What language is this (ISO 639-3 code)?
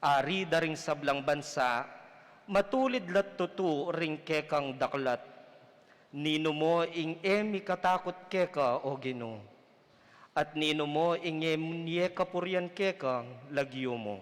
pam